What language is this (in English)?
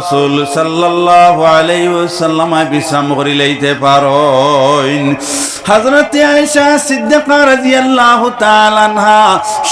Sylheti